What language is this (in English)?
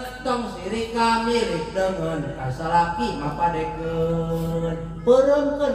Sundanese